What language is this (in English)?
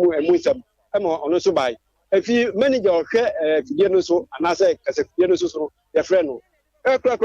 Akan